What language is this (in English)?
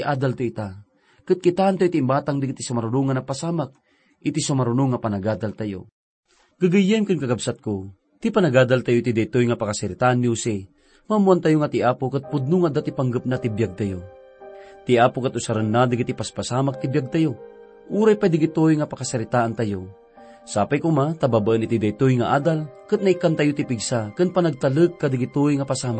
Iloko